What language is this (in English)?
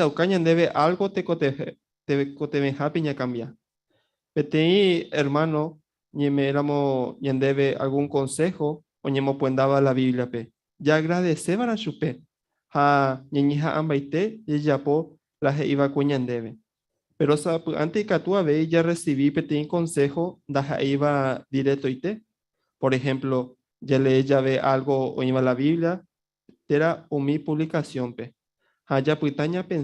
Guarani